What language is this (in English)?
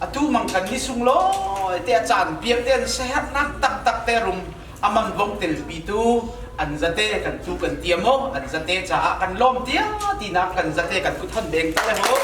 Hakha Chin